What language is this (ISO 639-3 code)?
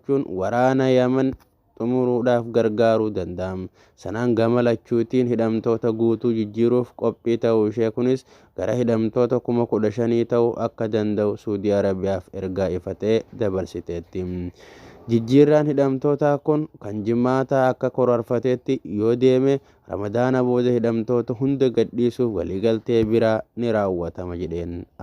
orm